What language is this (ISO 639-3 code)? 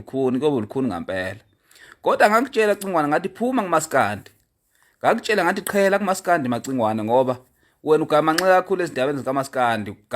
zul